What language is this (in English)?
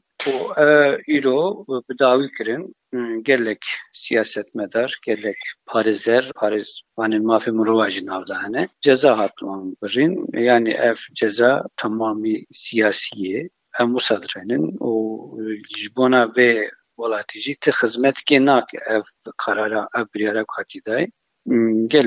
Kurdish